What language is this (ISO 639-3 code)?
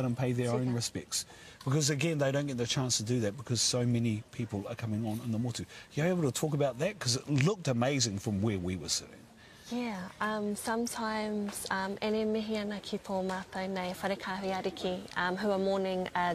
eng